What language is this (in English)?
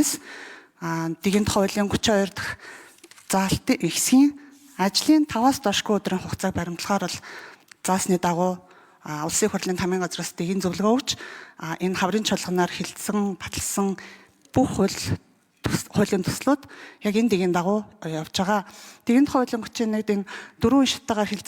Mongolian